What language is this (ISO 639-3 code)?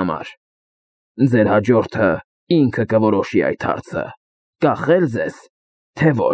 hye